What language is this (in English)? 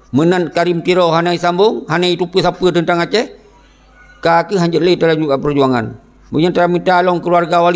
Achinese